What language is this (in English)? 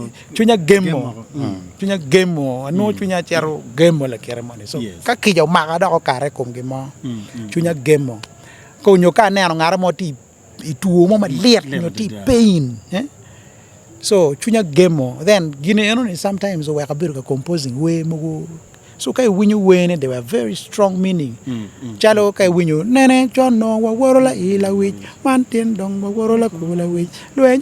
Acoli